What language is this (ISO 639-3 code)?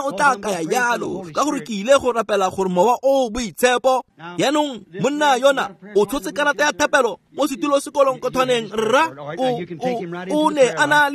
tsn